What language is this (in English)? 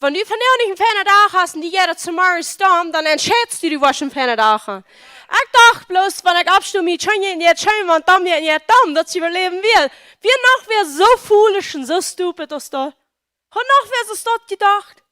Plautdietsch